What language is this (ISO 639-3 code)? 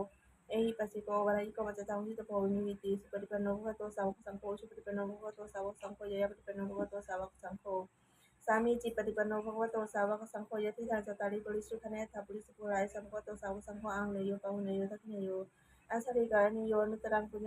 pli